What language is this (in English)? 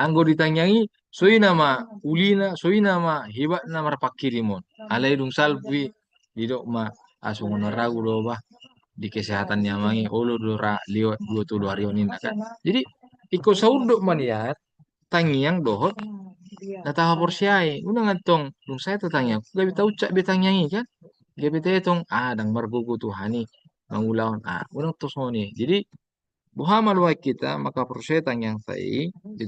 Batak Toba